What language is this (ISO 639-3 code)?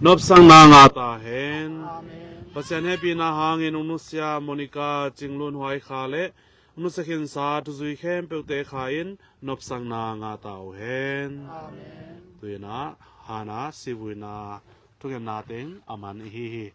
ctd